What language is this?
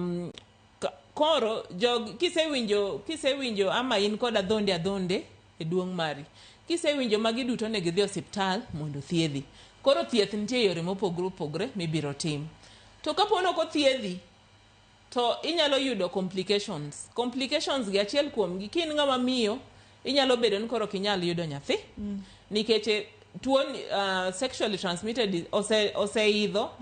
Luo (Kenya and Tanzania)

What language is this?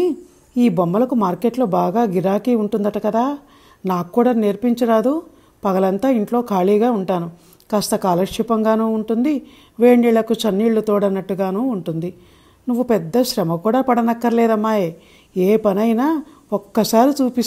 Telugu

